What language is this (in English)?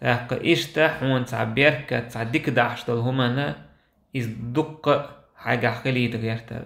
Chechen